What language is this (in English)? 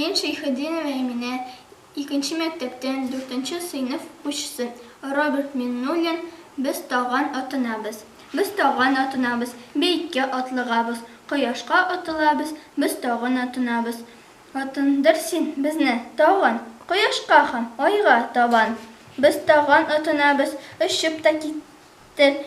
Tatar